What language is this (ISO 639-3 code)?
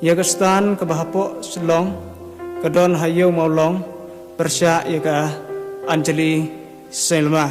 kha